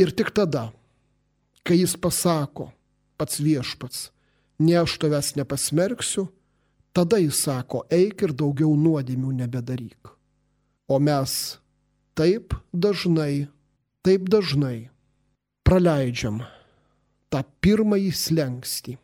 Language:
Lithuanian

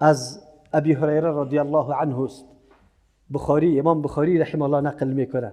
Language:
Persian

